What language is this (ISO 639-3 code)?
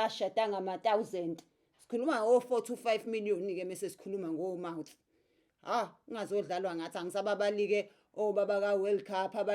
zul